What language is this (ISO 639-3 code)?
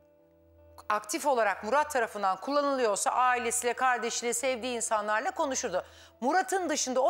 tur